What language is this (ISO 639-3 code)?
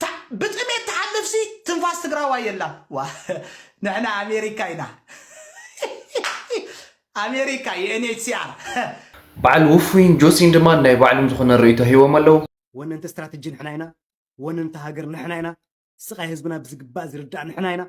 tir